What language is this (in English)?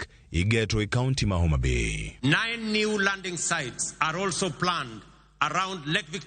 Luo (Kenya and Tanzania)